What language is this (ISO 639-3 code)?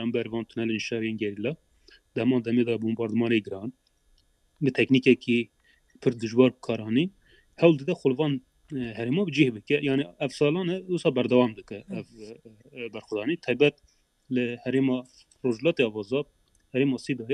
kur